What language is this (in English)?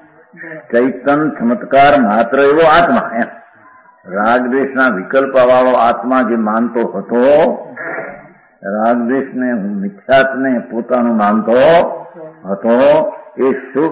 Gujarati